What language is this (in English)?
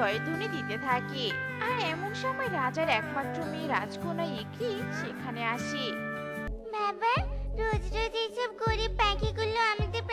Bangla